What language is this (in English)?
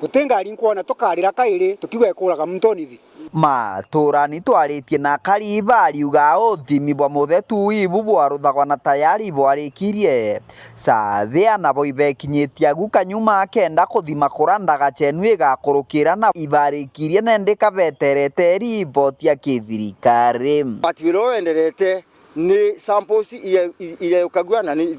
Meru